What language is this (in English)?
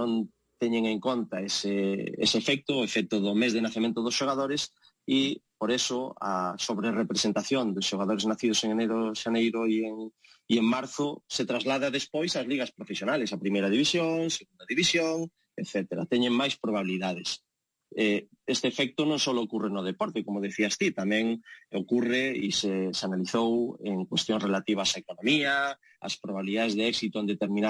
Galician